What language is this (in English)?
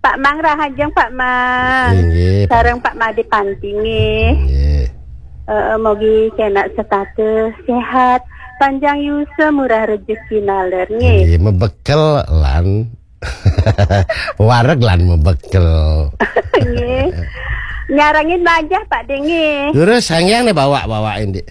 Balinese